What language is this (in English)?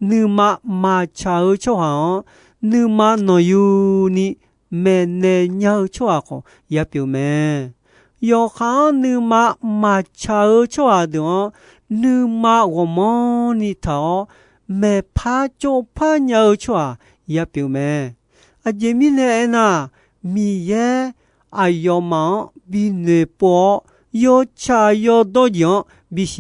Akha